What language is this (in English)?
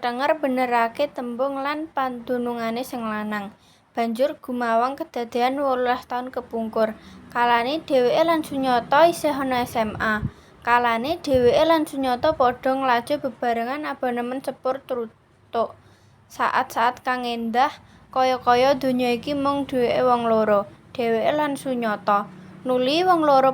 Javanese